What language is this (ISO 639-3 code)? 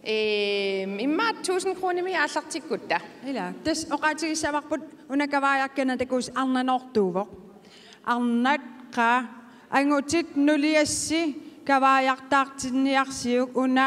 kal